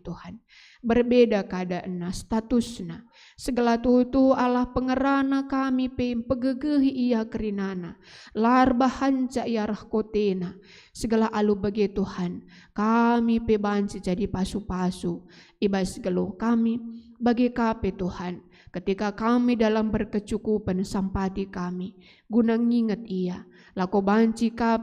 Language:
Batak Karo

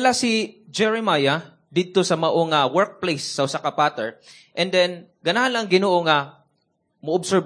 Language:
Cebuano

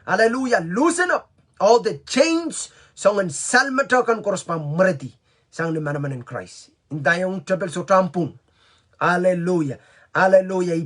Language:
Pohnpeian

